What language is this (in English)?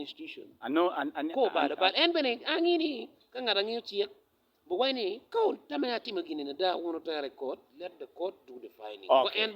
Acoli